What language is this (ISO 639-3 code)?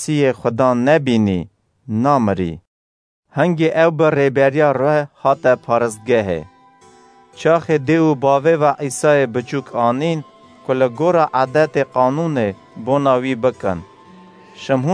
kur